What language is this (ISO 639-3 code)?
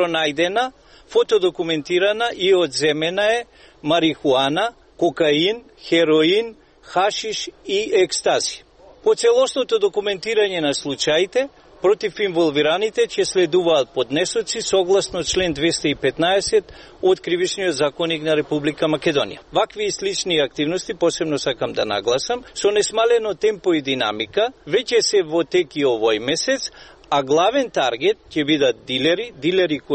mkd